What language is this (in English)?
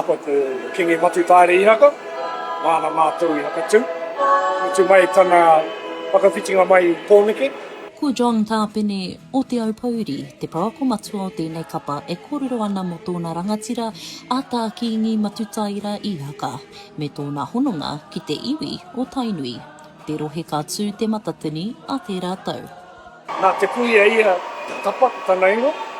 Māori